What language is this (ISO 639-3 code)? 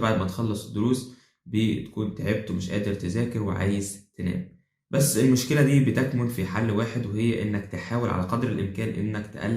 arz